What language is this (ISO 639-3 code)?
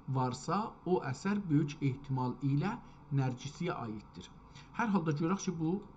azb